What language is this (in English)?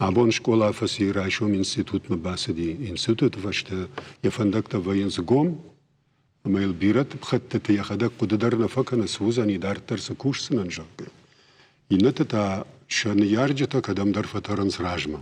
Ossetic